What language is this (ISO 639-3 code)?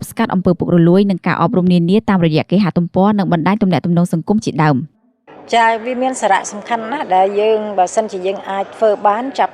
khm